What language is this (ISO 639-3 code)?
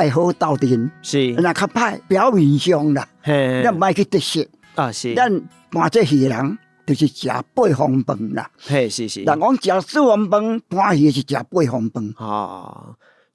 nan